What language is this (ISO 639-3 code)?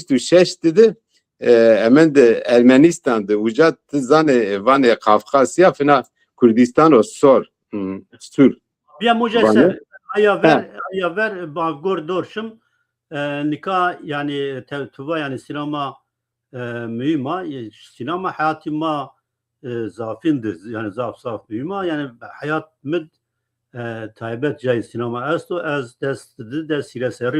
zza